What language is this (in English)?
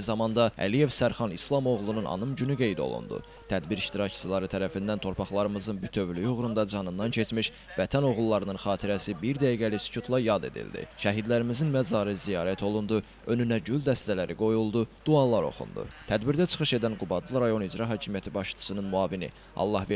Azerbaijani